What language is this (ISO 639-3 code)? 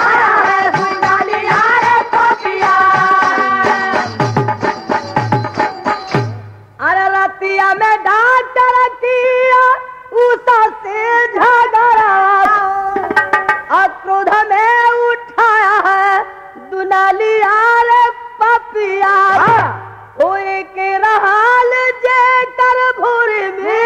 bho